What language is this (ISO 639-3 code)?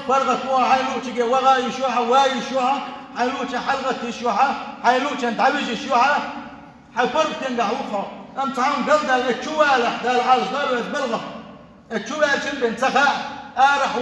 che